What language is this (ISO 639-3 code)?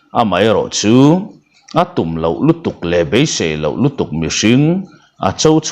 lus